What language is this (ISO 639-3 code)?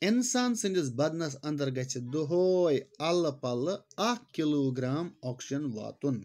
kas